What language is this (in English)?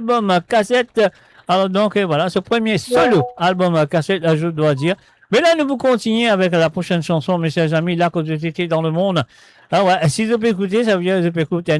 Morisyen